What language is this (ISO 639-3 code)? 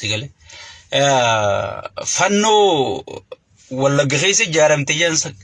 orm